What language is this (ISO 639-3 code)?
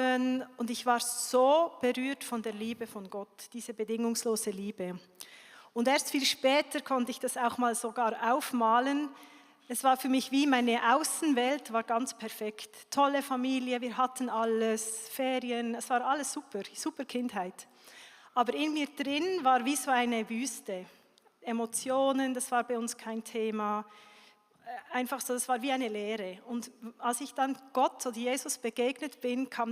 gsw